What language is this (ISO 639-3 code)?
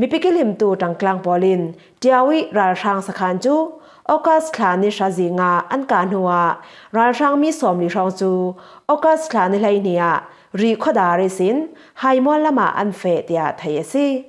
cfm